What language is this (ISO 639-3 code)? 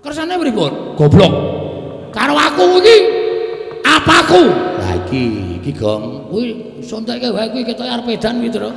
jav